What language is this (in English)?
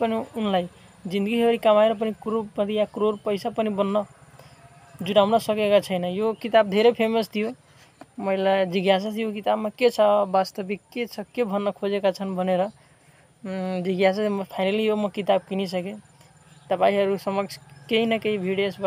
Nepali